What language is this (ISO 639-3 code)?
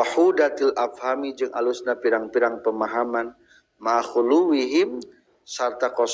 sun